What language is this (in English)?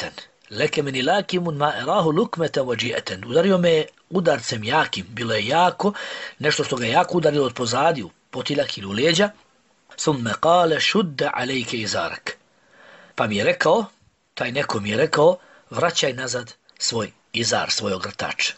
Bosnian